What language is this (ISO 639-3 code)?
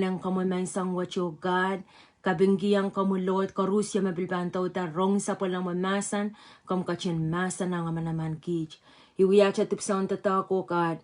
pon